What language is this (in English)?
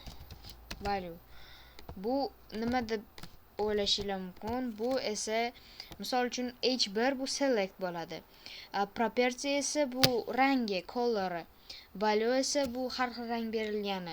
Uzbek